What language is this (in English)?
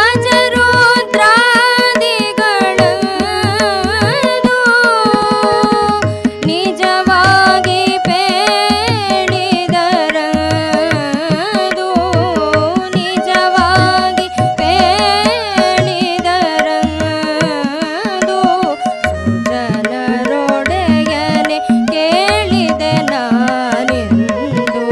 Kannada